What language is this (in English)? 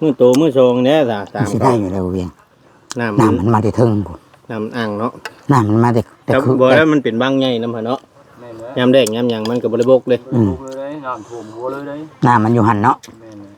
Northeastern Thai